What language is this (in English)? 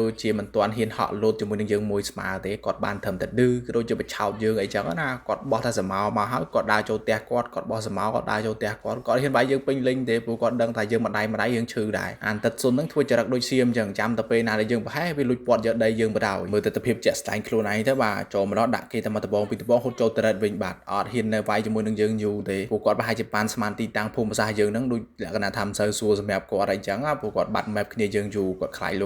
Khmer